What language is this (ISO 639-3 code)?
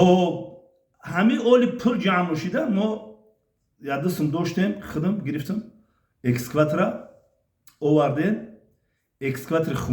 tgk